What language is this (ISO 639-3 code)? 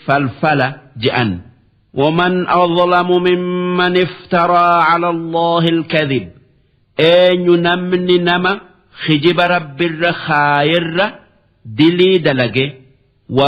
orm